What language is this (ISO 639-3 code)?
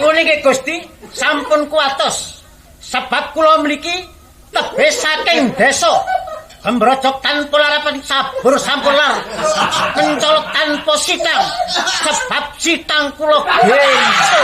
jav